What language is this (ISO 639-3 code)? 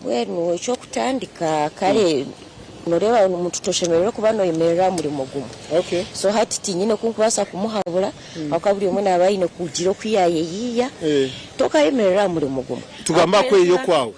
nyn